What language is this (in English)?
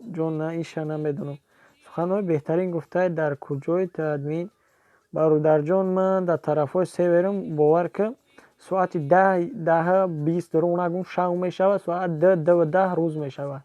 Tajik